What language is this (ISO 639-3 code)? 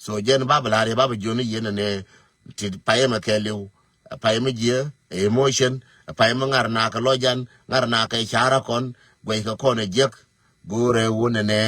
nus